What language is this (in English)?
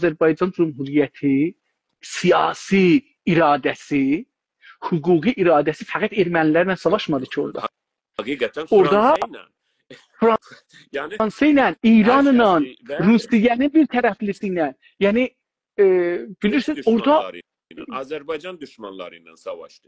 South Azerbaijani